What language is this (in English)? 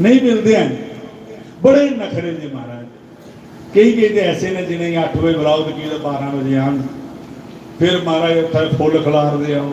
Dogri